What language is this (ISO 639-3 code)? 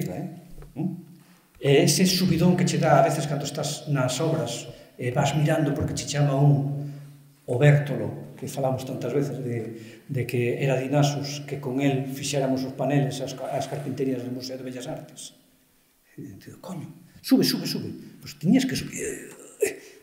glg